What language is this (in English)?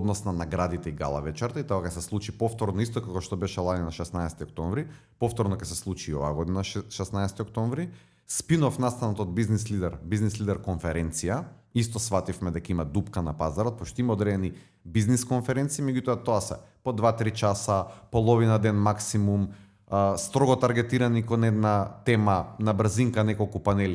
Macedonian